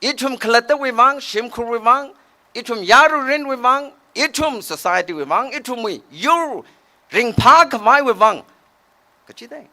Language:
Tangkhul Naga (India)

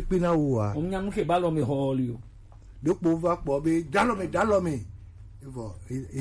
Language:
Gen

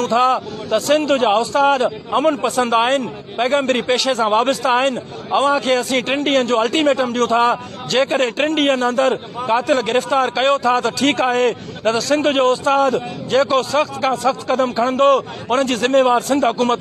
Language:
Sindhi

